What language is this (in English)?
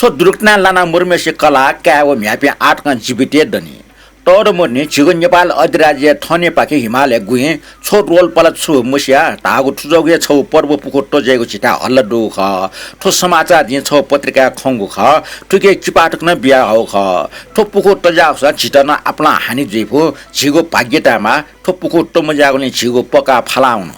Newari